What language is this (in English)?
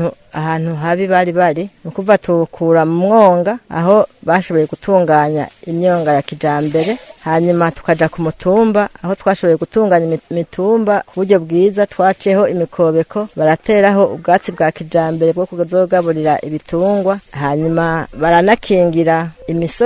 Rundi